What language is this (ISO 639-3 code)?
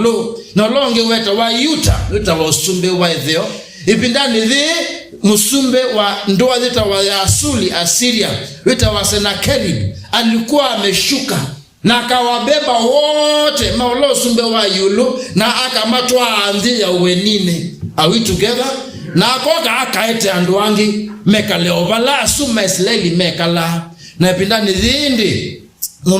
kam